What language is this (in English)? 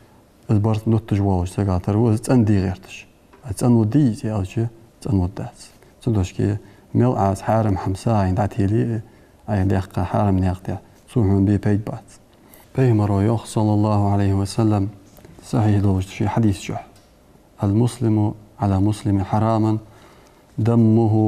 Ingush